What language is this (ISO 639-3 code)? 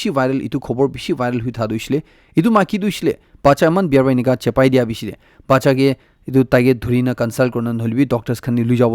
nag